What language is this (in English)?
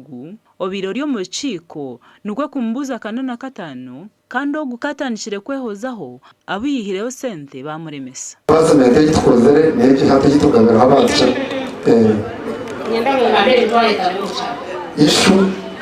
Nyankole